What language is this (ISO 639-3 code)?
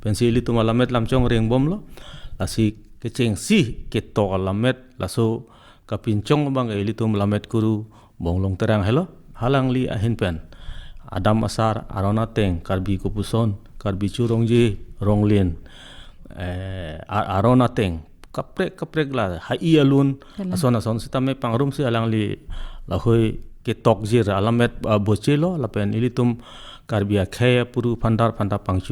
mjw